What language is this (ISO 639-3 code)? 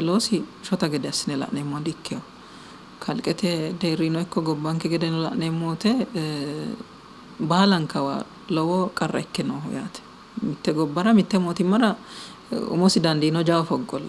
sid